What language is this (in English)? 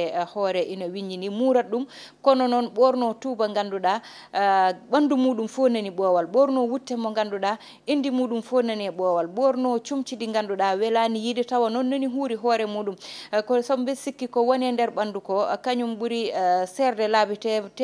Fula